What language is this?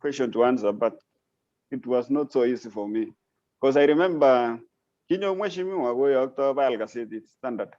Kalenjin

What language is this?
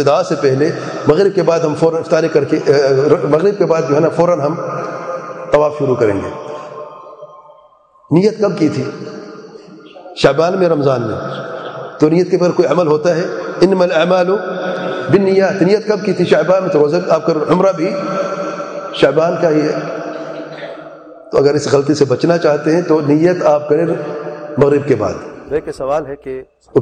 Urdu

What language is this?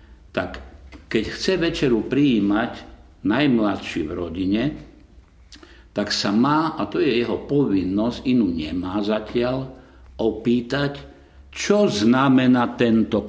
Slovak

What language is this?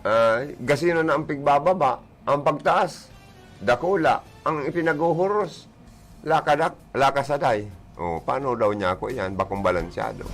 Bikol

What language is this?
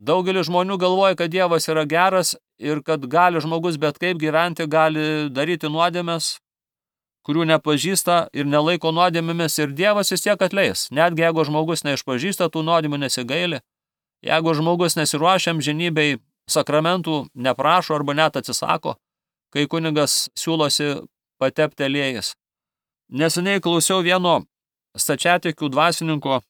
Lithuanian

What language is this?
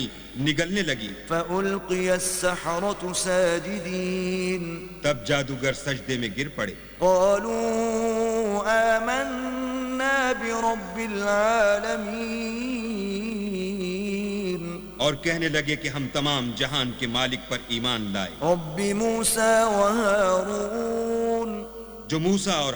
Urdu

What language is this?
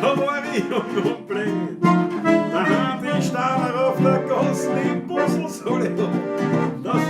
Bavarian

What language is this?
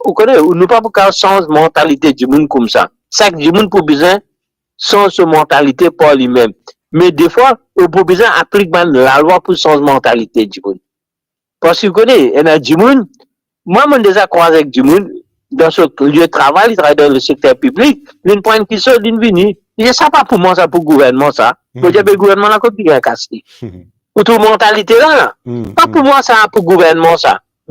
Morisyen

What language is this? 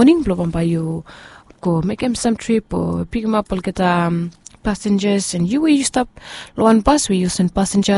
Bislama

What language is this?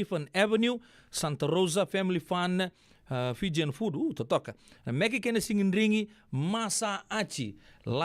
Fijian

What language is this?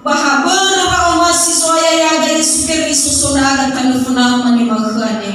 Nias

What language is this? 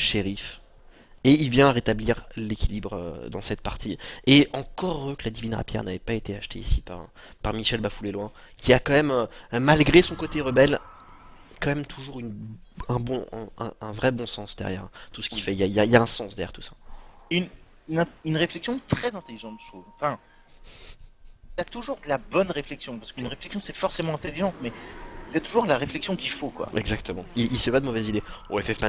French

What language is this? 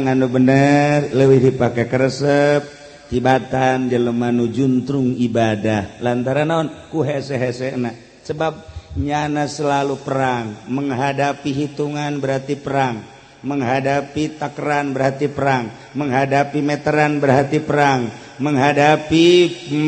Sundanese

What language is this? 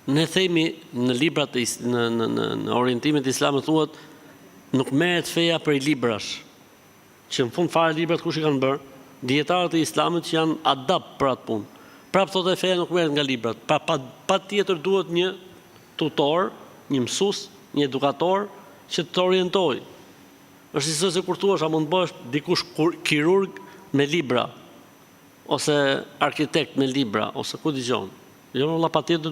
Albanian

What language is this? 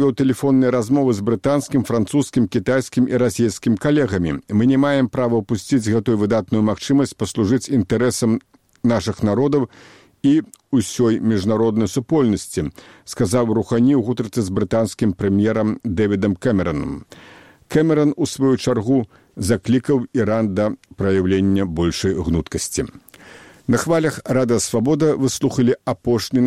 Belarusian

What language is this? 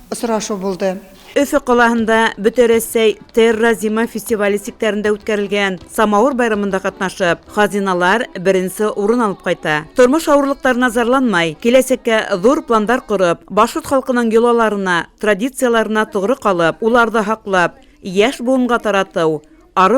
Bashkir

